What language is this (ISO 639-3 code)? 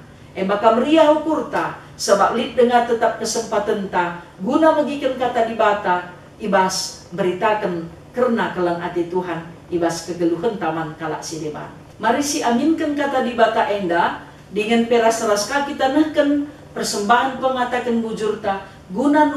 btx